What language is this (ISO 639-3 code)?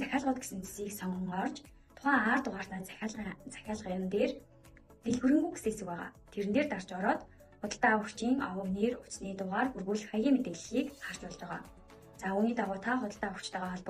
mon